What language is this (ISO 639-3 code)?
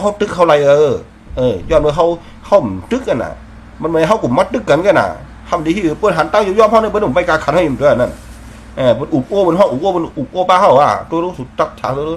shn